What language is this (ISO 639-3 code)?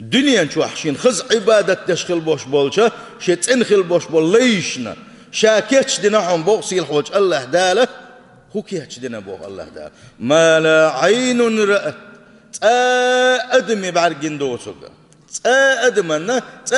che